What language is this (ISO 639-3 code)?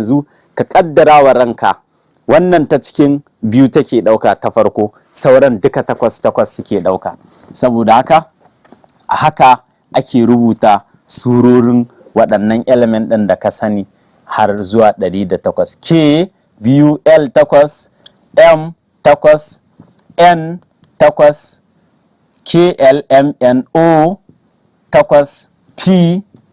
hau